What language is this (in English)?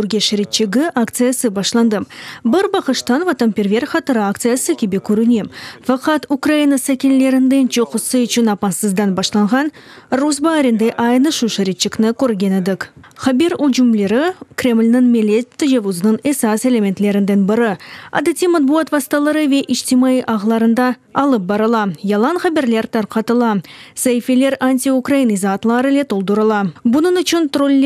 Crimean Tatar